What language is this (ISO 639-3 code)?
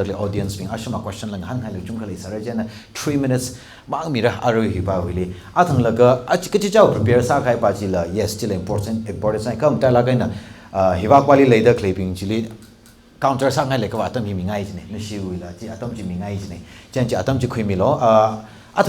nmf